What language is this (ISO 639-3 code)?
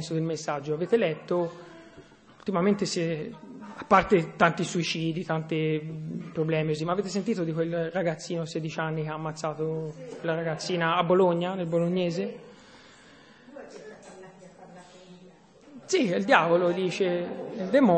ita